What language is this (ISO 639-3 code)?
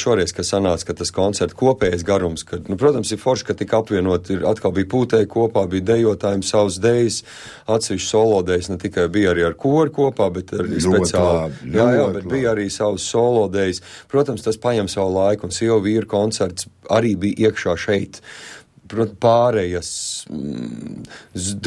lav